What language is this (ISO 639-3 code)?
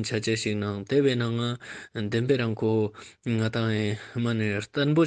lbj